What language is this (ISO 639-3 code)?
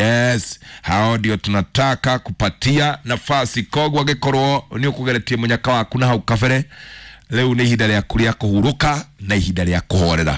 kik